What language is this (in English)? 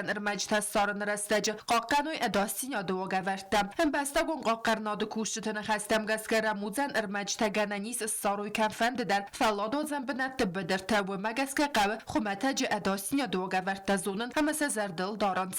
Ossetic